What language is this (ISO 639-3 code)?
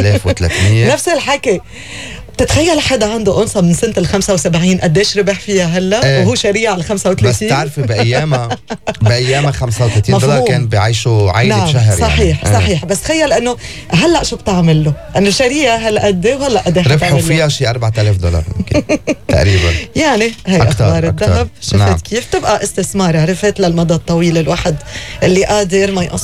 apc